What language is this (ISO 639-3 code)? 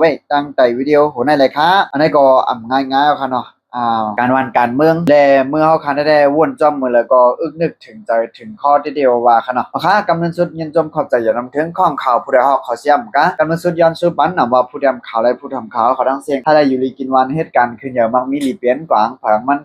shn